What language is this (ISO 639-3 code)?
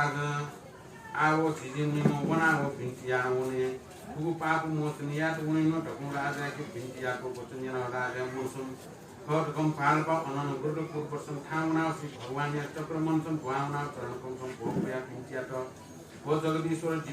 new